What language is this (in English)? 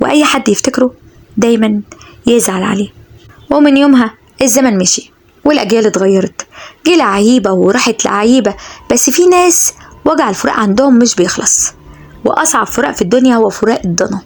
Egyptian Arabic